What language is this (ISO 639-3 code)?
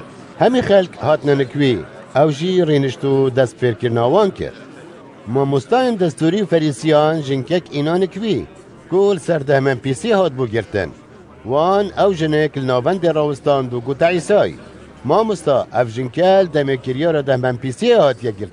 kur